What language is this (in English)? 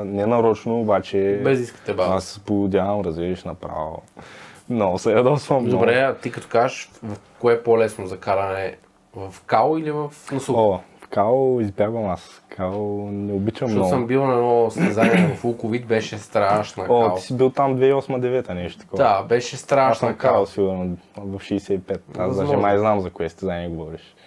Bulgarian